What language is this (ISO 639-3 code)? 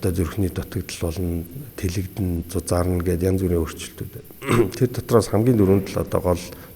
mon